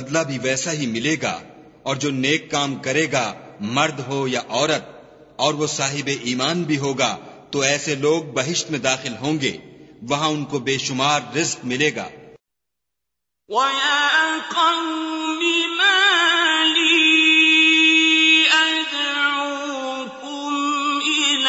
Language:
Urdu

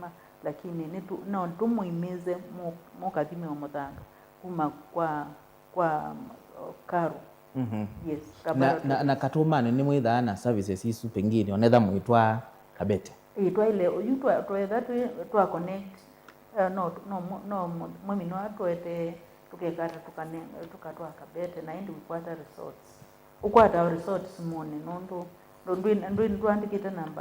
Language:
Kamba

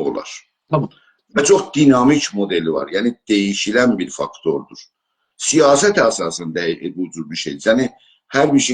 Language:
South Azerbaijani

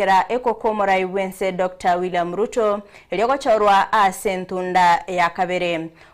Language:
Gusii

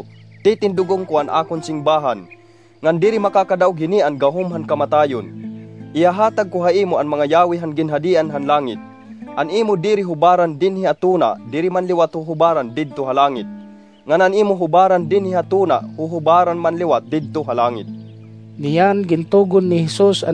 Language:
Waray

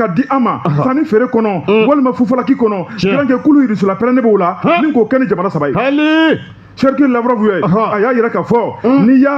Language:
Bambara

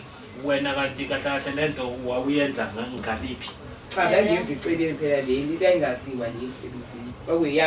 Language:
Zulu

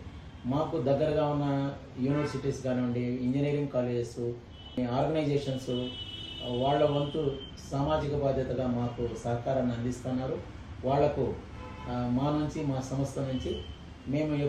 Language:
Telugu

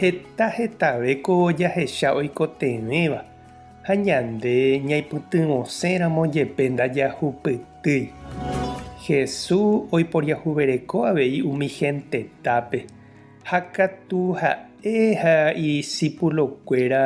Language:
Guarani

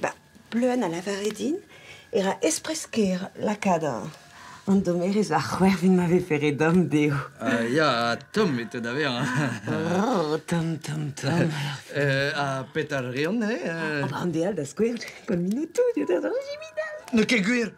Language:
Breton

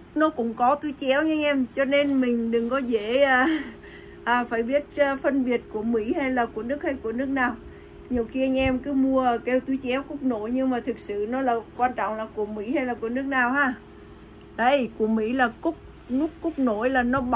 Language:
Vietnamese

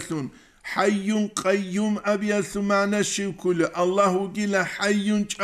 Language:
Avaric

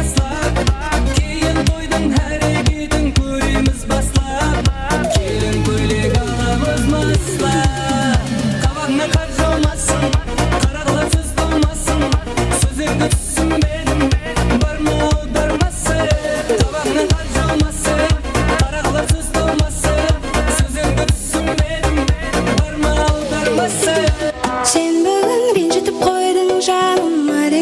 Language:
Kara-Kalpak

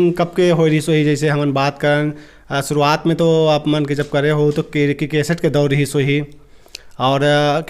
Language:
Chhattisgarhi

